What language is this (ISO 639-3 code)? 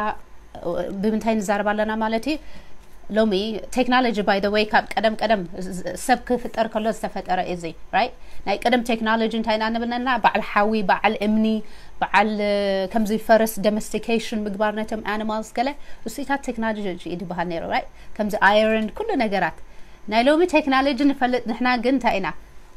tir